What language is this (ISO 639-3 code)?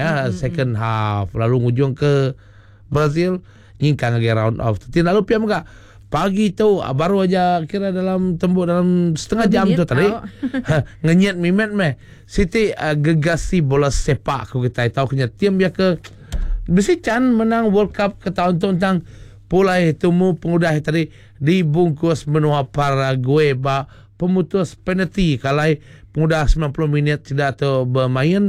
iba